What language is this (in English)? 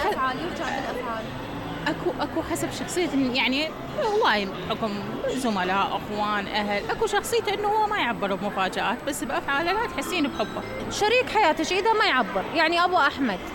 Mesopotamian Arabic